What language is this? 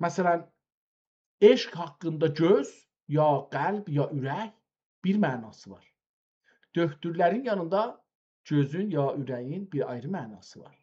South Azerbaijani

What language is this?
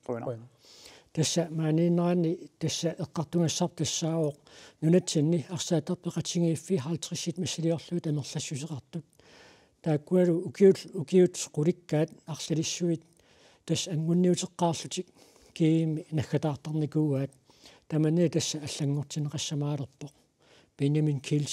Kalaallisut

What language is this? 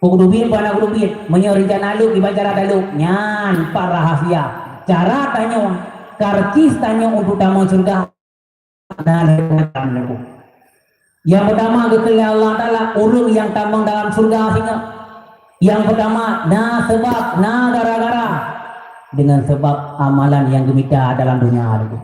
Achinese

